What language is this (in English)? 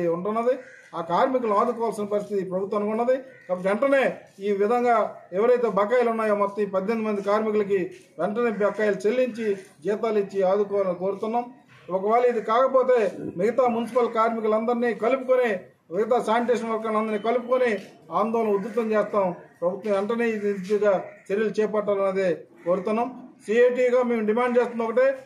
Telugu